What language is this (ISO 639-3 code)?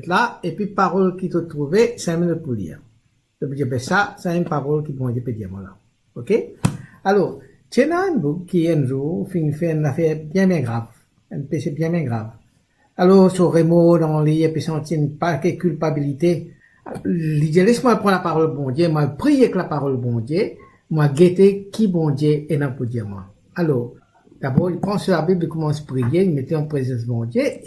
mfe